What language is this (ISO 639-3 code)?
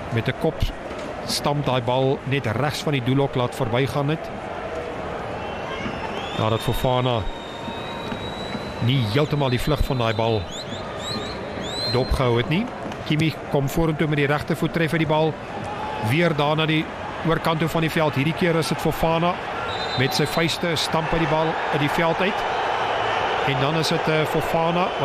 afr